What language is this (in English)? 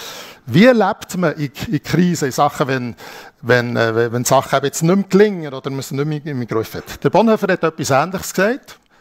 Swiss German